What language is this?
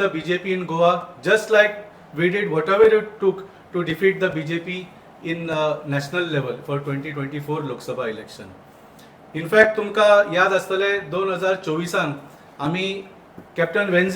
Konkani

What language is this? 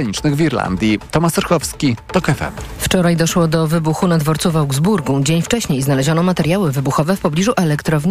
Polish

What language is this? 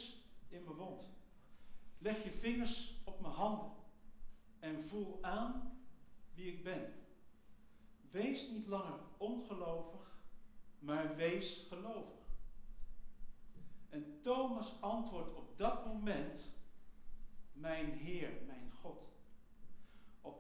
Dutch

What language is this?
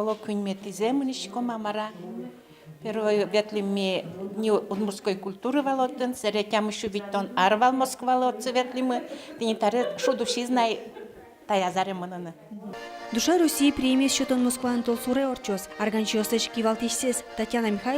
Udmurt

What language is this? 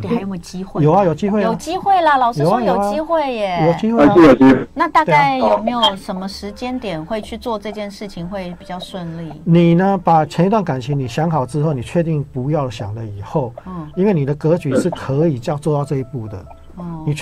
Chinese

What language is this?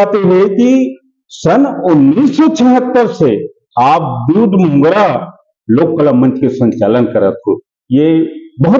Chhattisgarhi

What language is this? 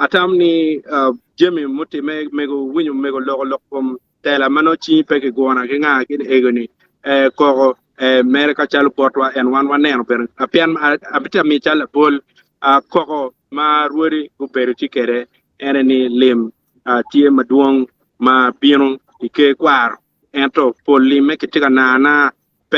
Acoli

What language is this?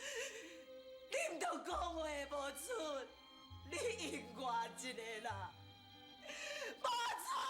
Min Nan Chinese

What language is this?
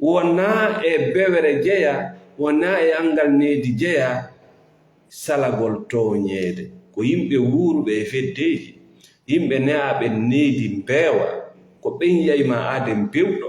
Fula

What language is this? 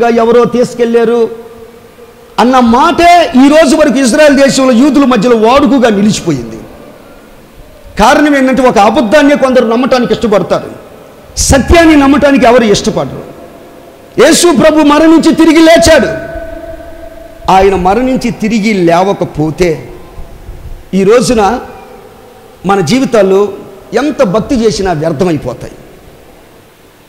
Telugu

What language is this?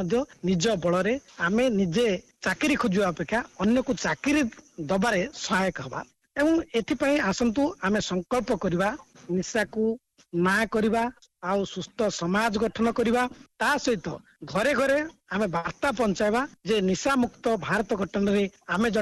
Odia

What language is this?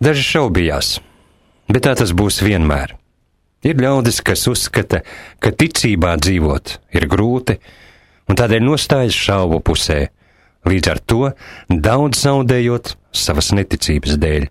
Latvian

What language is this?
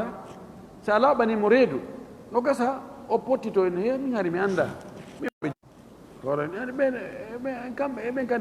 Fula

